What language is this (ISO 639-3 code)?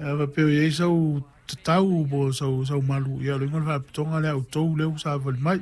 smo